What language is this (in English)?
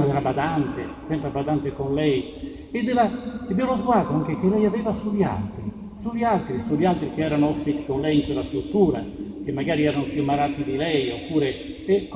Italian